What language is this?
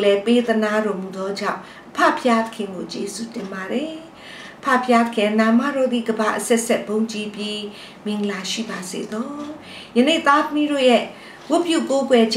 Burmese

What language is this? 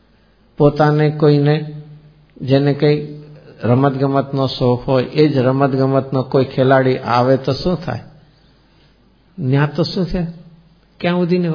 Gujarati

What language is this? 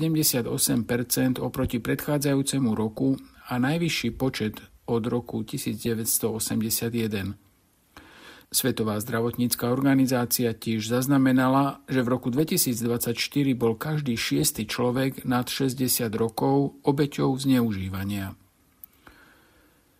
Slovak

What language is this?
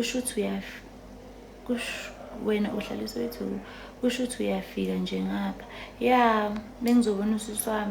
Zulu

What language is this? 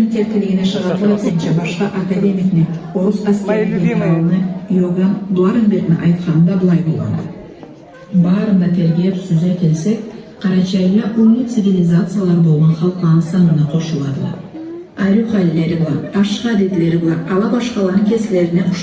Karachay-Balkar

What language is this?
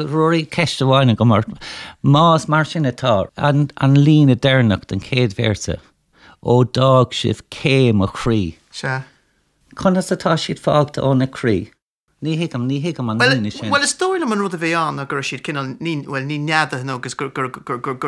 Irish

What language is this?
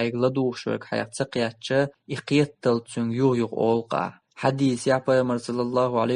Chechen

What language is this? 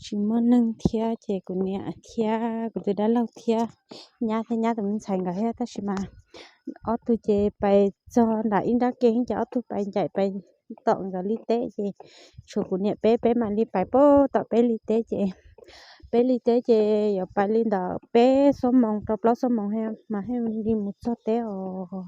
Hmong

